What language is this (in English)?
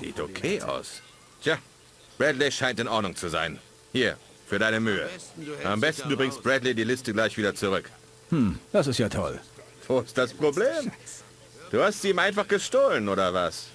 Bavarian